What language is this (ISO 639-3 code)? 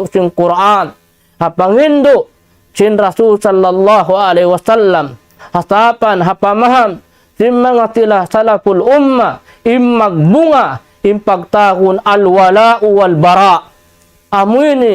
tsg